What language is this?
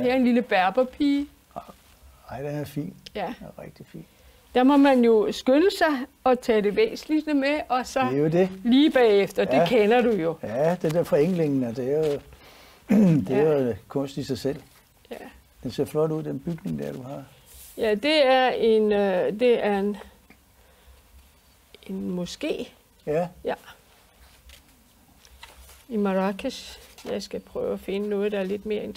Danish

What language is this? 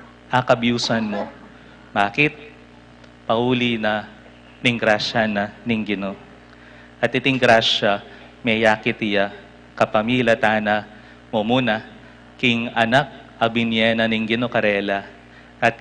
Pampanga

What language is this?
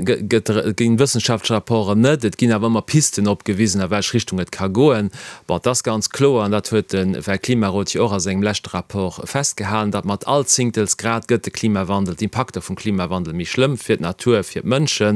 Luxembourgish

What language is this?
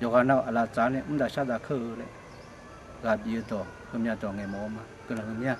Akha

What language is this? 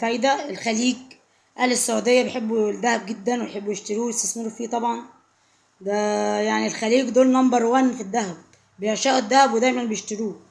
Egyptian Arabic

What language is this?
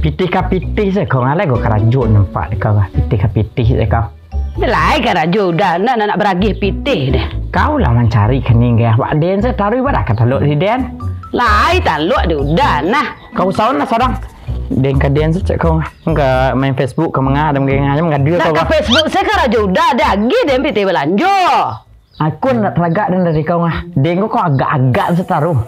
Minangkabau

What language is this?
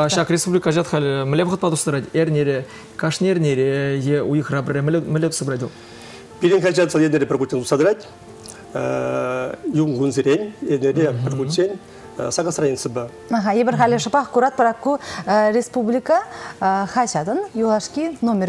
Chuvash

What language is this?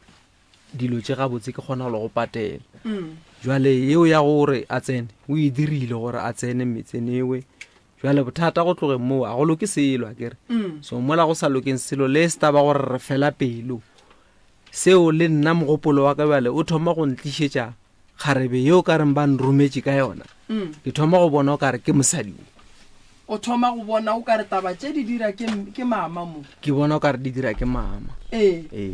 Northern Sotho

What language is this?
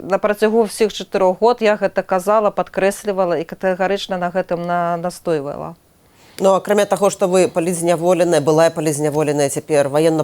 Belarusian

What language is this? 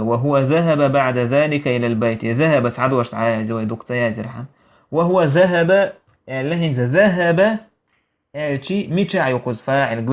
Chechen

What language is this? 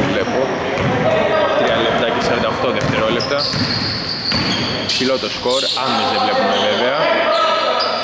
Greek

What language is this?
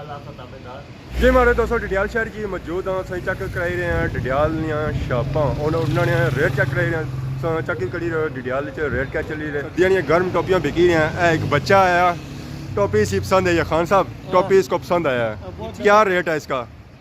Pahari-Potwari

